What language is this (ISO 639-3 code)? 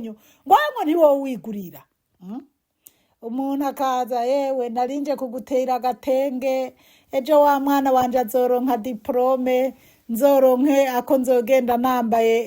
run